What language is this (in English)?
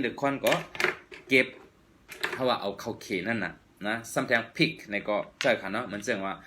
Shan